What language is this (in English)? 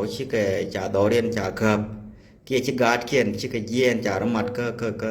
Nuer